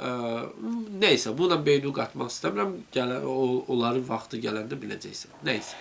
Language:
Azerbaijani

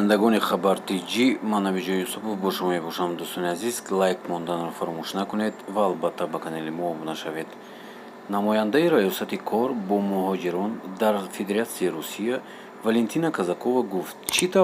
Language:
Tajik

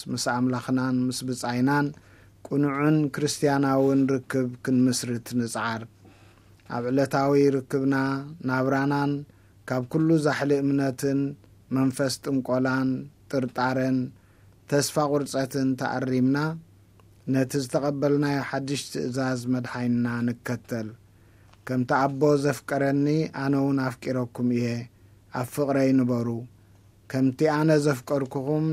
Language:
Tigrinya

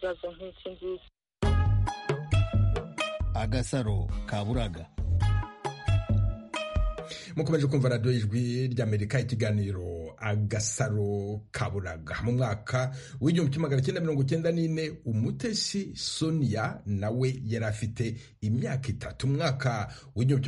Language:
Kinyarwanda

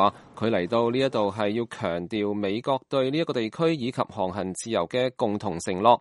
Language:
Cantonese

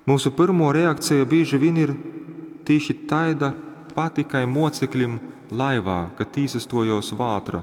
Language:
Latgalian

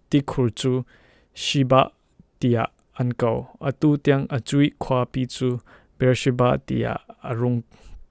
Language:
Falam Chin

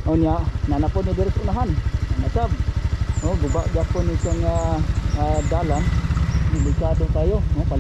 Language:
Cebuano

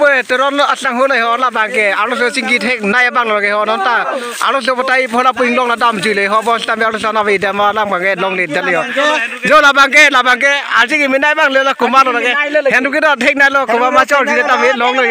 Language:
Karbi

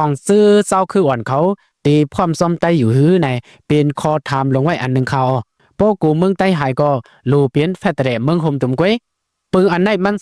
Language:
Shan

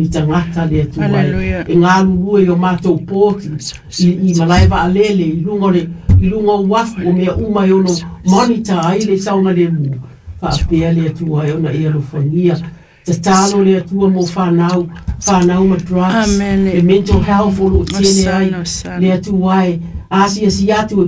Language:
Samoan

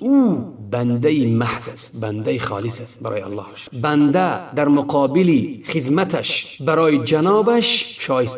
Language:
Tajik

